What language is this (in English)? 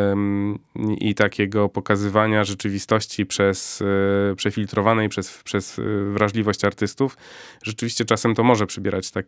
Polish